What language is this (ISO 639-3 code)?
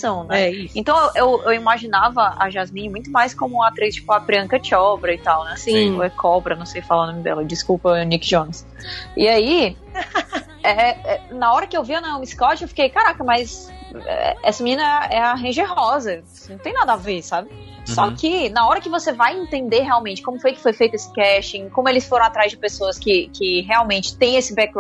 por